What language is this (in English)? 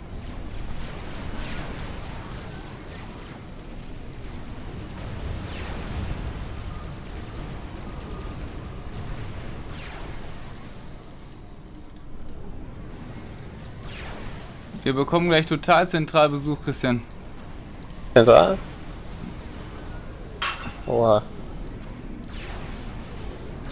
German